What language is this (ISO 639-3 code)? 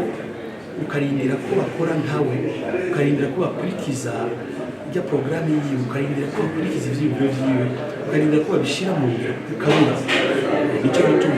run